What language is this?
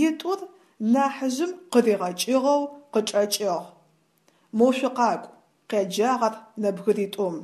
Adyghe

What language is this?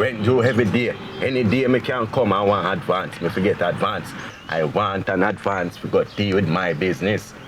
Jamaican Creole English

